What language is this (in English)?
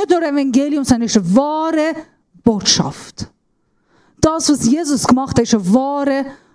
Swiss German